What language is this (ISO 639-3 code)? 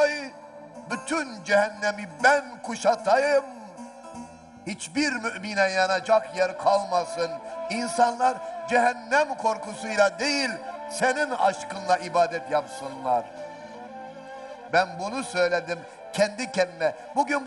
tur